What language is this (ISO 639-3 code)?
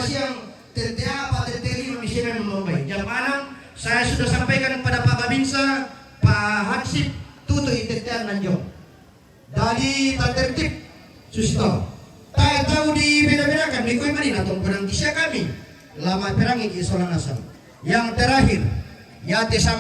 sda